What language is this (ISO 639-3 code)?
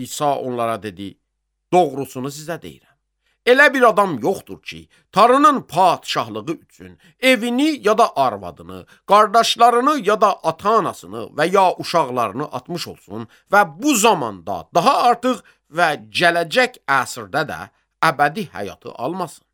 aze